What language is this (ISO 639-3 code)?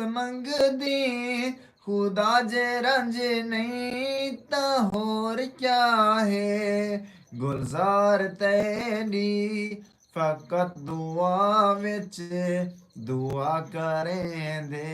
skr